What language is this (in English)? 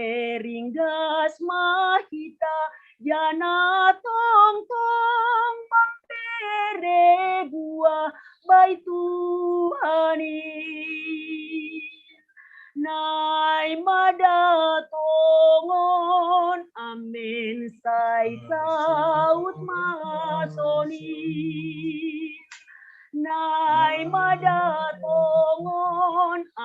Batak Simalungun